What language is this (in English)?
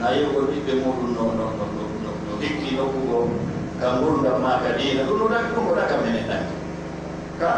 Fula